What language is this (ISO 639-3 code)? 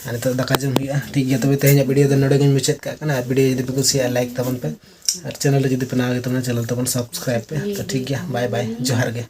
sat